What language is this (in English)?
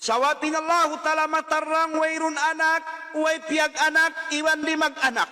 Tausug